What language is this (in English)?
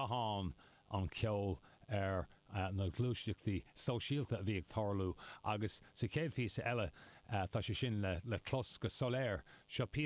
Irish